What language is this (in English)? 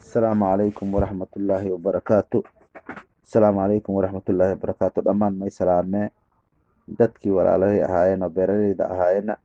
Somali